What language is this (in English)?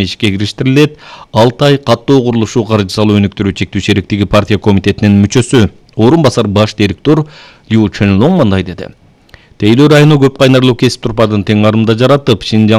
Kyrgyz